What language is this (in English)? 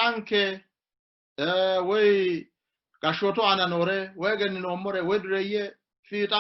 Sidamo